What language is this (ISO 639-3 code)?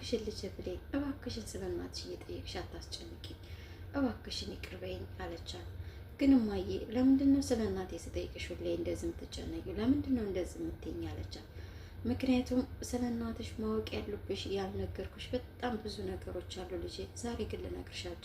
amh